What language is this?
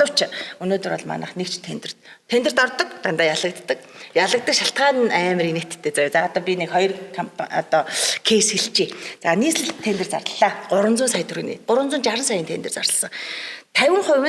Mongolian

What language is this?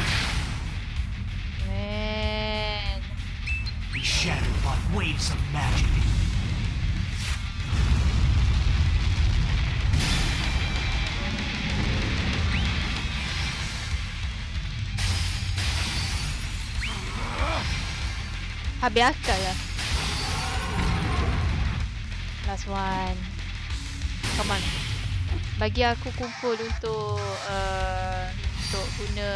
Malay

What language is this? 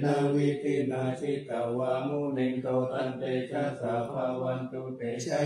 Pali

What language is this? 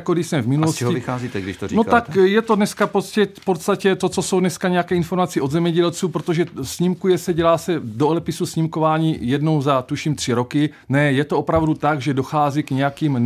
Czech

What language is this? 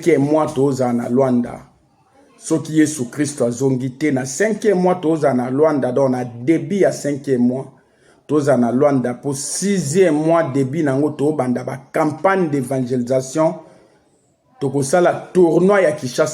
Lingala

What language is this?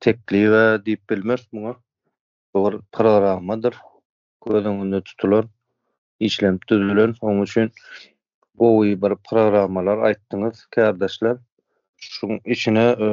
Turkmen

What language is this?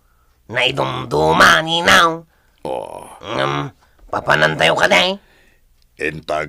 Iloko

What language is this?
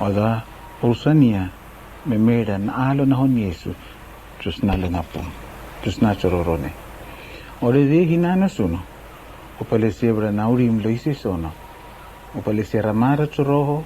Araki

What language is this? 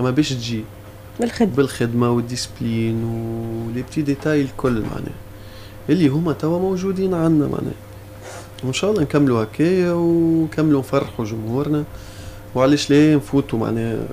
Tunisian Arabic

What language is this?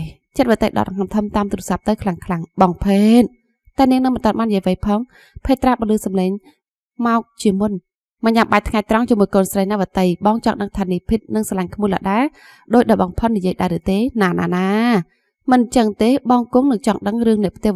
Khmer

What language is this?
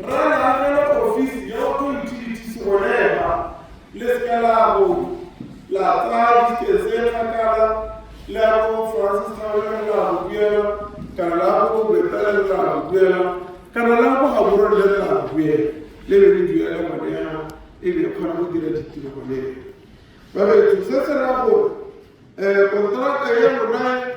Tswana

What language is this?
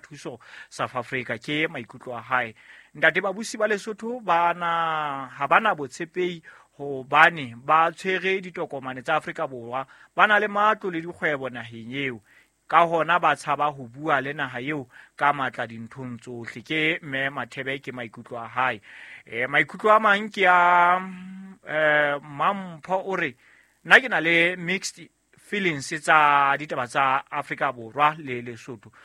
Southern Sotho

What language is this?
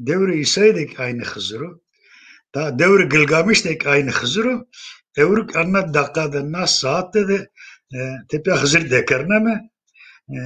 Zaza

